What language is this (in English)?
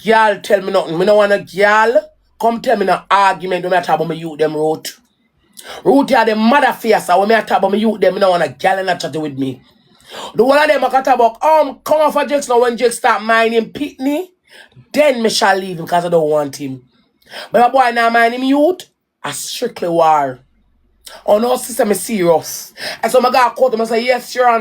Jamaican Creole English